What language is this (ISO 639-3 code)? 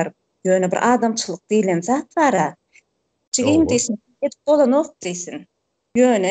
tuk